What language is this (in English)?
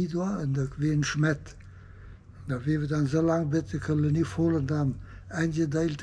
Plautdietsch